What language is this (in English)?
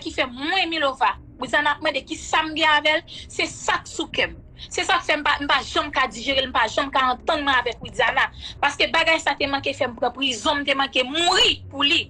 Haitian Creole